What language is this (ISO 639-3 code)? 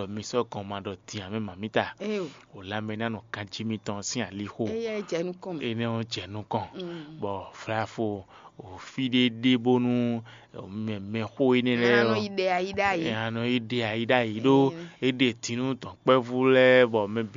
fon